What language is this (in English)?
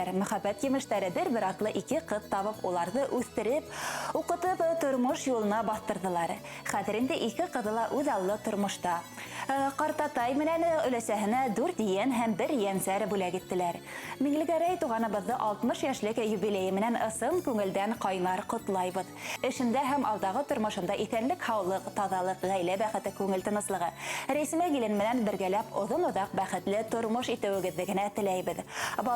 Bashkir